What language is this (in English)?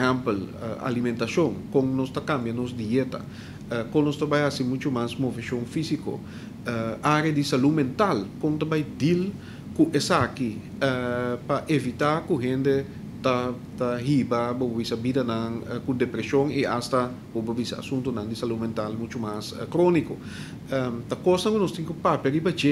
Papiamento